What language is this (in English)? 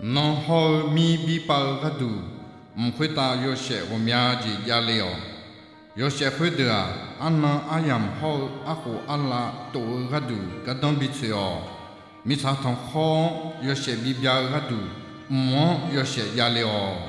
Akha